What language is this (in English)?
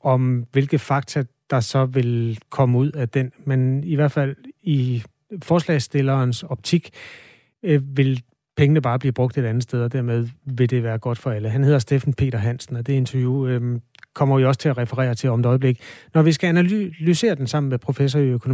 Danish